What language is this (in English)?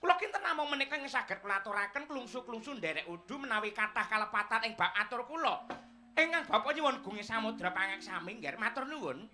Javanese